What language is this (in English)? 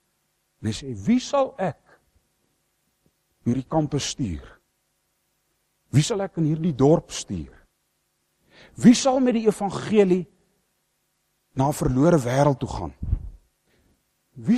Afrikaans